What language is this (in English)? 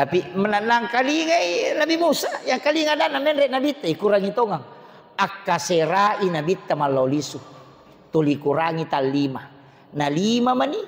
Buginese